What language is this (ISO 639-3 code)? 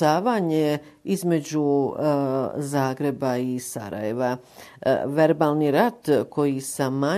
bos